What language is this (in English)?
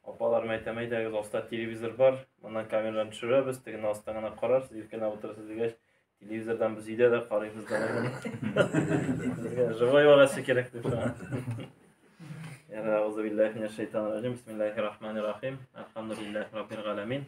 Tatar